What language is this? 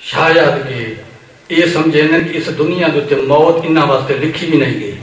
Saraiki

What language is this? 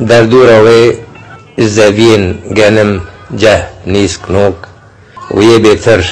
Kurdish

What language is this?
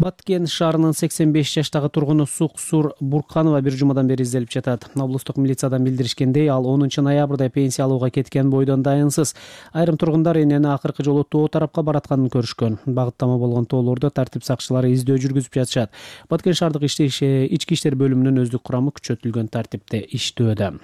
Kyrgyz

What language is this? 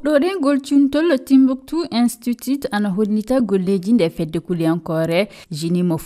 Fula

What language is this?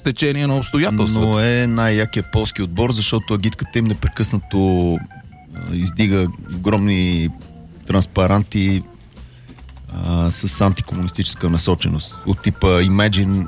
Bulgarian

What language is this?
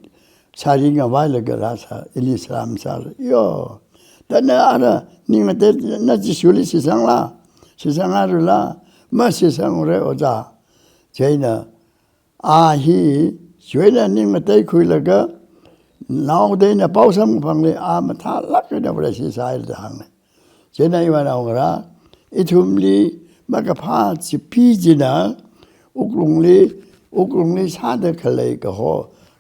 Tangkhul Naga (India)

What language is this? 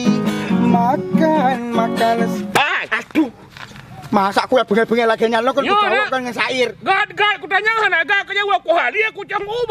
Achinese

